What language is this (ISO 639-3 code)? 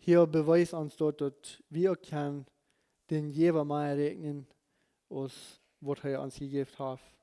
pdt